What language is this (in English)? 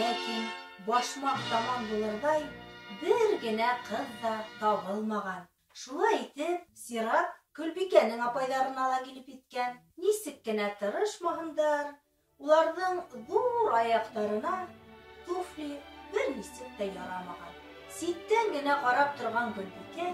Bashkir